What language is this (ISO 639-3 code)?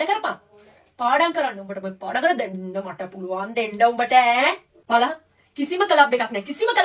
sin